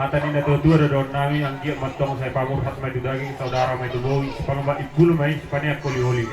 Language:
Batak Toba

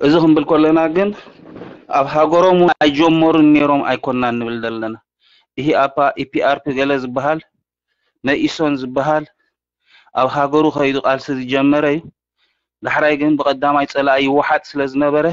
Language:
Tigrinya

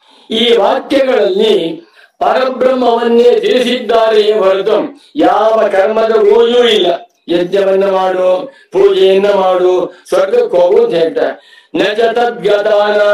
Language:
Kannada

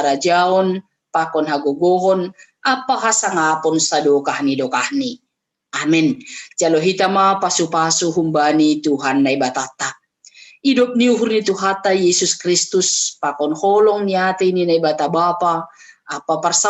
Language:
Batak Simalungun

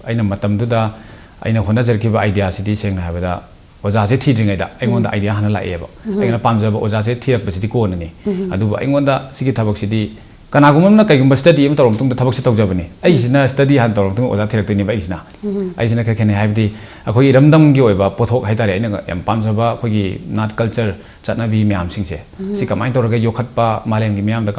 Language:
Manipuri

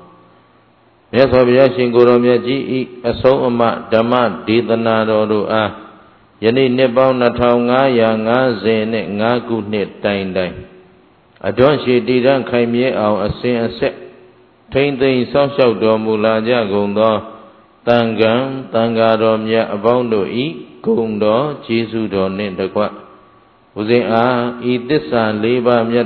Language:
Burmese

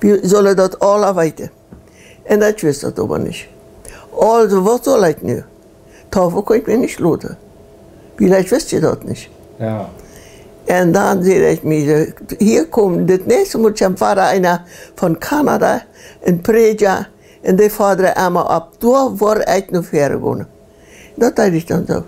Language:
Plautdietsch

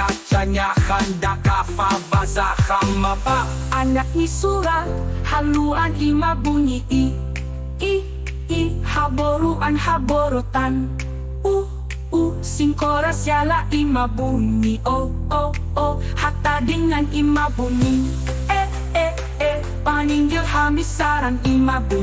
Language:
Batak Simalungun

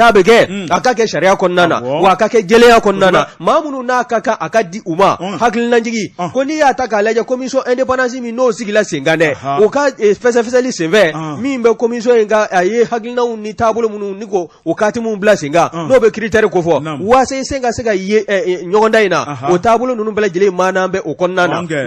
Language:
Bambara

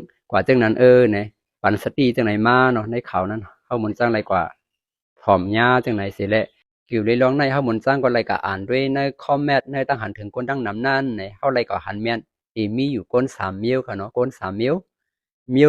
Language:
Shan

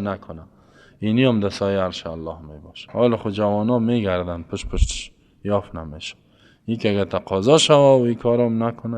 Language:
Persian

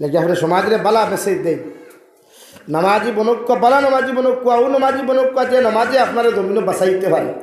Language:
Sylheti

